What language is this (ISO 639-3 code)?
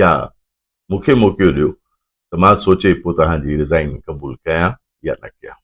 snd